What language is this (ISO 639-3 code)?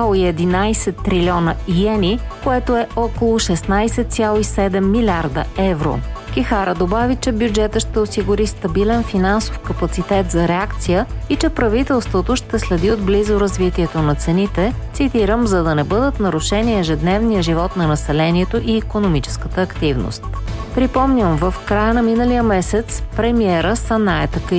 bul